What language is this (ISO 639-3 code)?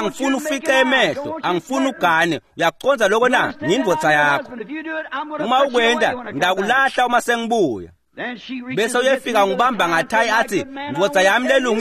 ssw